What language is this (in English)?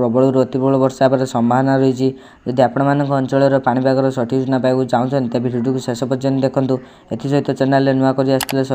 Odia